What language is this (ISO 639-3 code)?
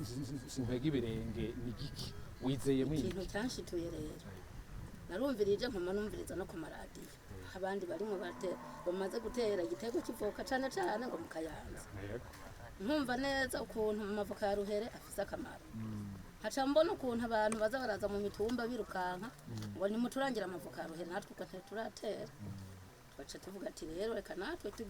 run